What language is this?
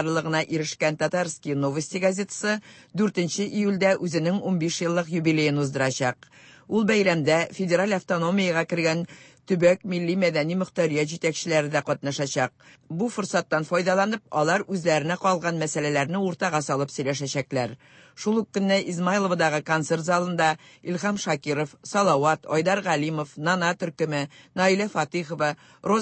Tatar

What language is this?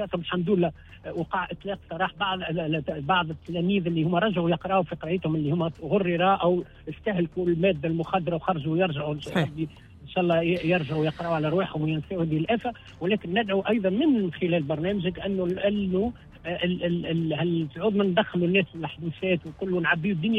Tunisian Arabic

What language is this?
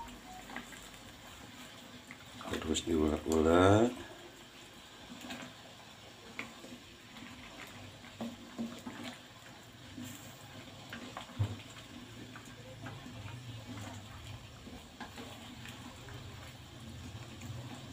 Indonesian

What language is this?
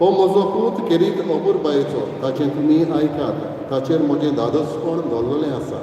Konkani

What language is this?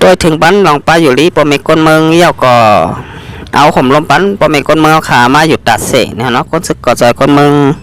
Shan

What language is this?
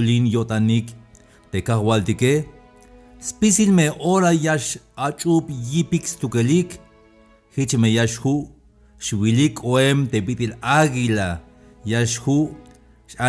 Tzeltal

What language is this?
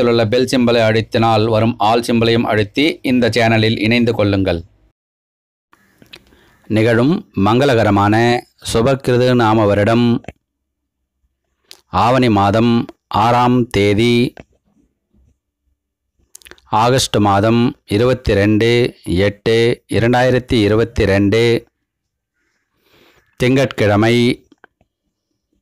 Tamil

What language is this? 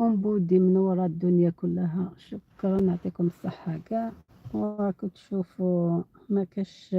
Algerian Arabic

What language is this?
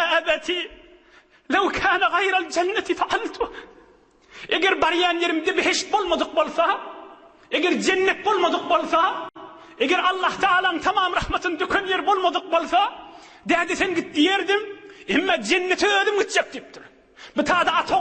Turkmen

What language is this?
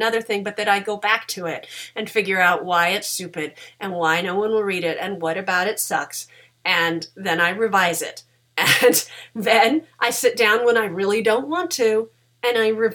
English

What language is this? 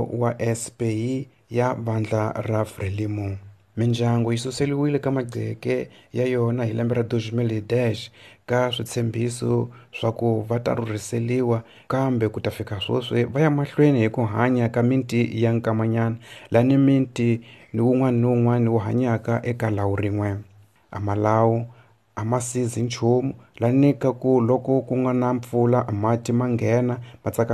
Tsonga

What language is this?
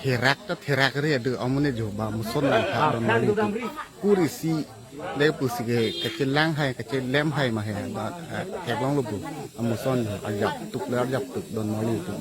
Karbi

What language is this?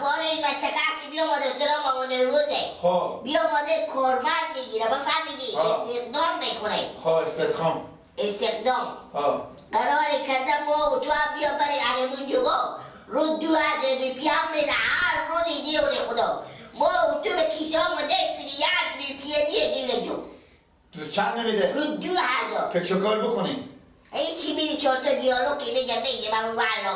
Persian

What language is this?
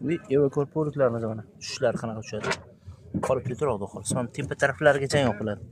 Uzbek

